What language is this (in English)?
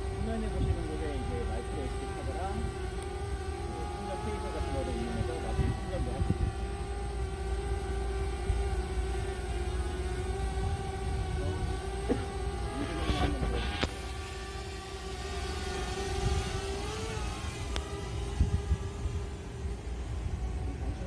Korean